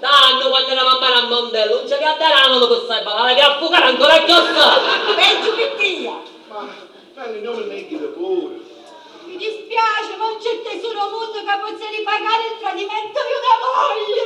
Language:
Sicilian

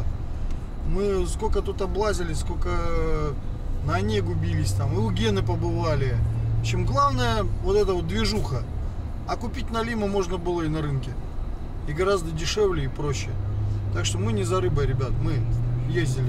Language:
Russian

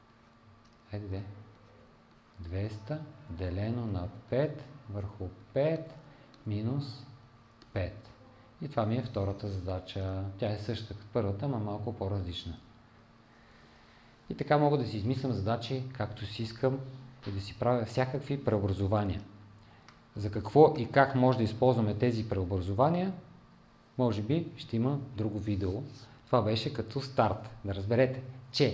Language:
Bulgarian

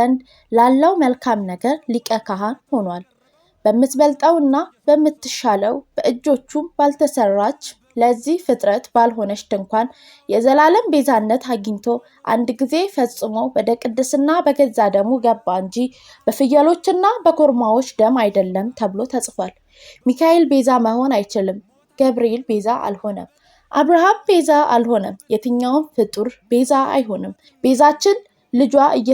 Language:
Amharic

